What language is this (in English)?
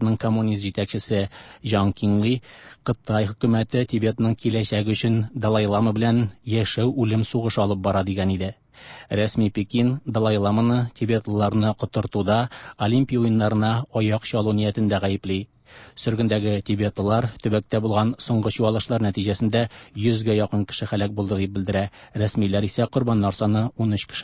Tatar